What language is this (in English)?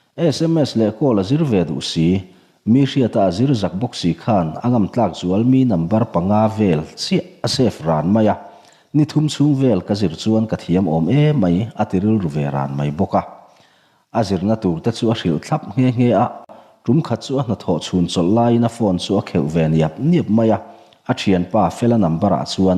Mizo